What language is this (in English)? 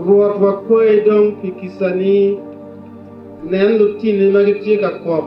Acoli